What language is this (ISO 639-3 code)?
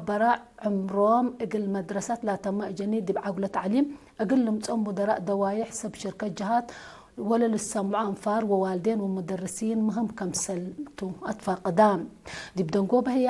tig